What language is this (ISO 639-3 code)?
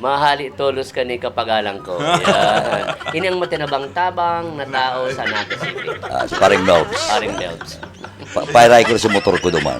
bik